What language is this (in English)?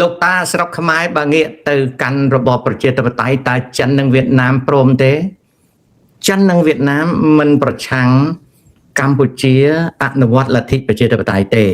Khmer